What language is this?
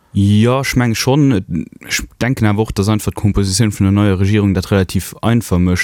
Luxembourgish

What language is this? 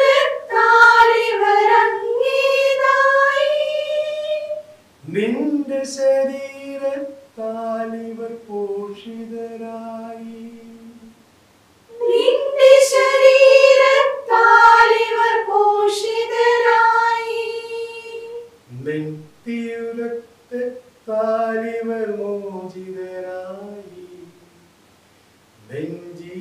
Malayalam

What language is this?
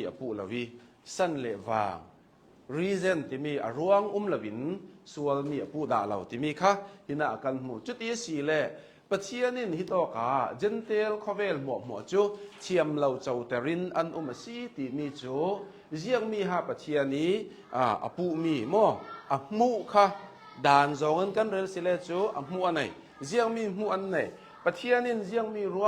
Hakha Chin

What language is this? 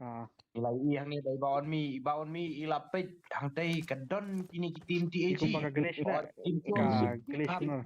Khasi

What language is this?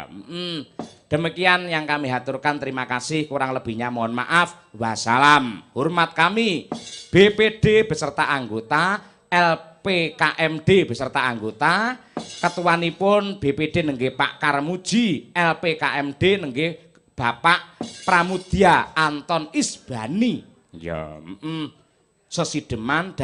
Javanese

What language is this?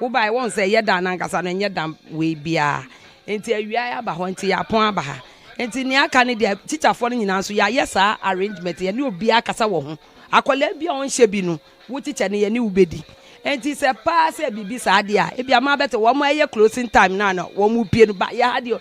Akan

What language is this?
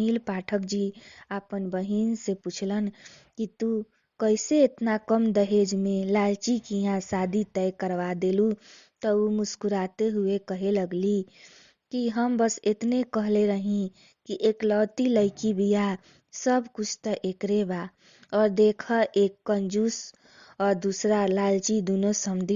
Bhojpuri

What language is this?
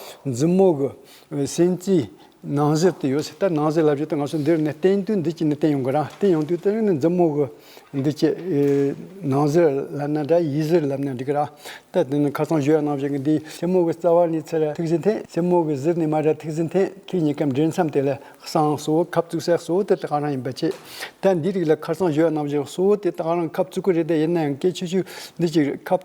Tibetan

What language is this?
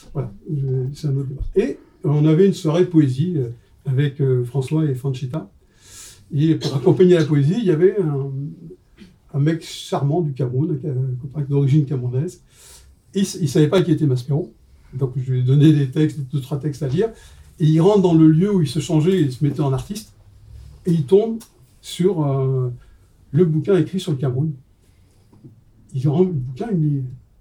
French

